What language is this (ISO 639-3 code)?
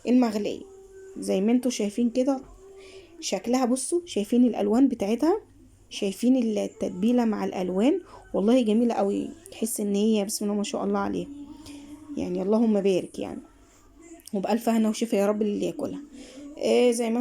arz